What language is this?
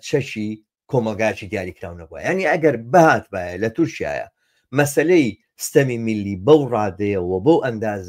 Central Kurdish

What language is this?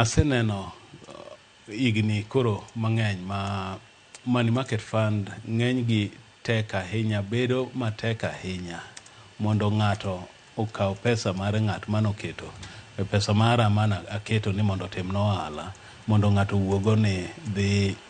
Luo (Kenya and Tanzania)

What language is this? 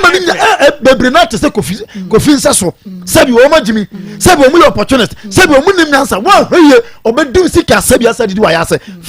Akan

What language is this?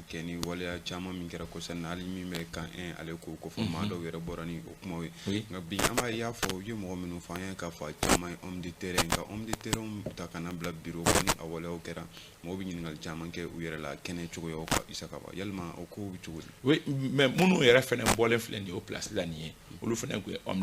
Bambara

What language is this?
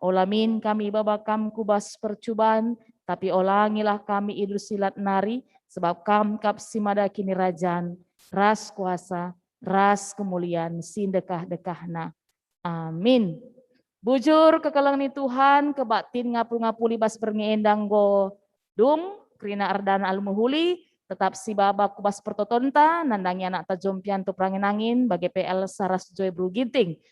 Batak Karo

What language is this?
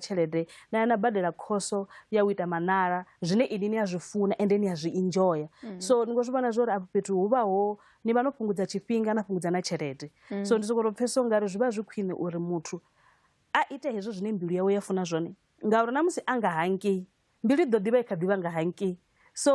Venda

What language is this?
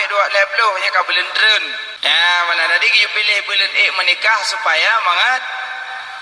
Achinese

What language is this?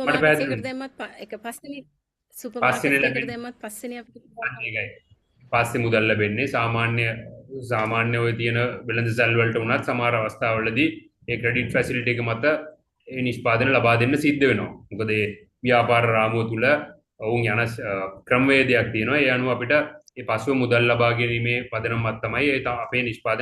Sinhala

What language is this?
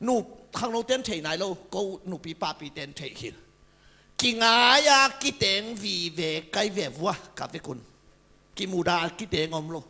Tedim Chin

